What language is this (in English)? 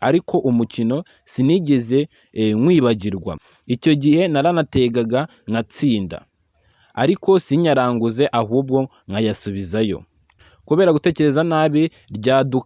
Kinyarwanda